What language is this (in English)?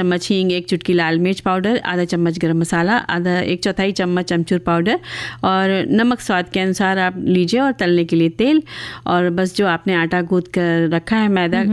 Hindi